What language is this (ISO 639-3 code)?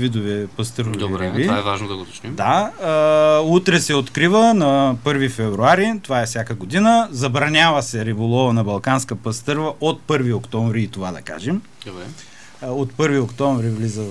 bul